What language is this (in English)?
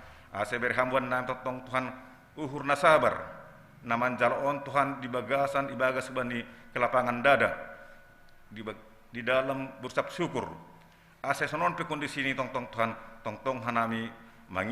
Batak Simalungun